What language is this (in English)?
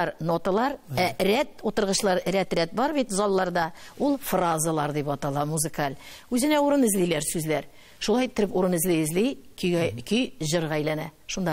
Tatar